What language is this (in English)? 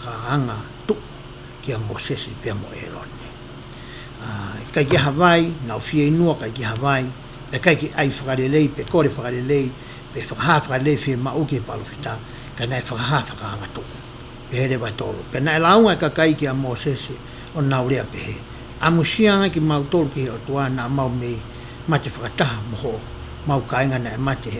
Tongan